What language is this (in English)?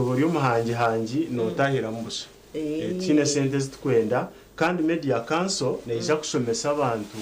Nyankole